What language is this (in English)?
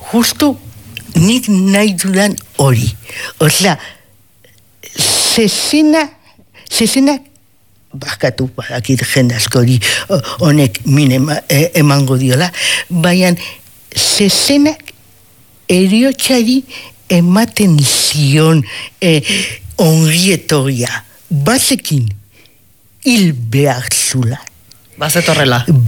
Basque